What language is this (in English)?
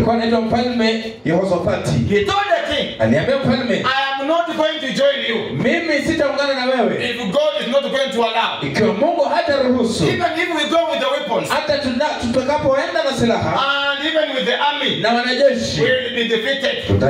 Swahili